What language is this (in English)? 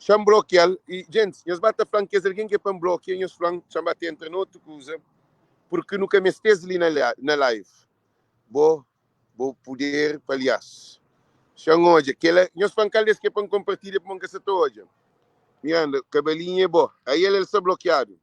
Kabuverdianu